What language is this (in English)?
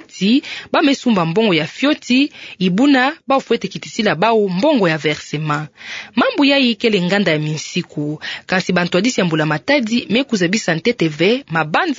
Kituba (Democratic Republic of Congo)